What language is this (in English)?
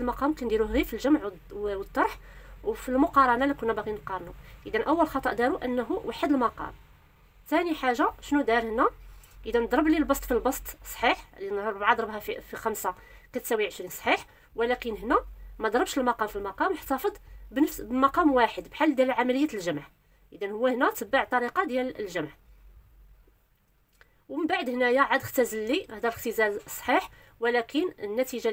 Moroccan Arabic